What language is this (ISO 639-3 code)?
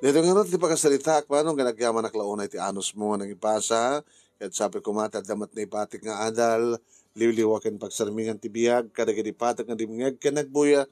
ilo